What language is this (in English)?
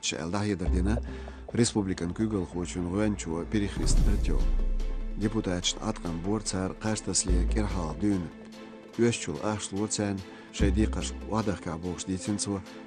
Chechen